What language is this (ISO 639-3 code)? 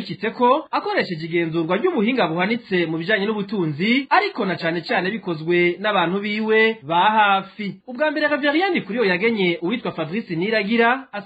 run